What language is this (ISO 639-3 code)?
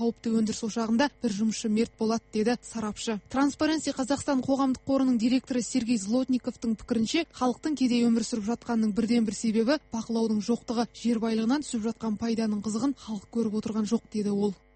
kaz